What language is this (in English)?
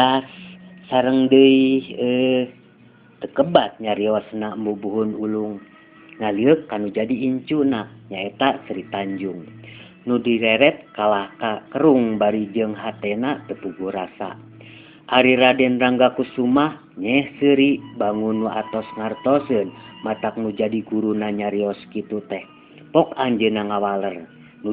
Sundanese